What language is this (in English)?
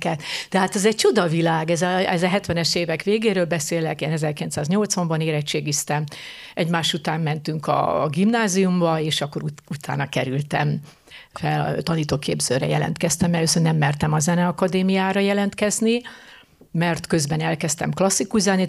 Hungarian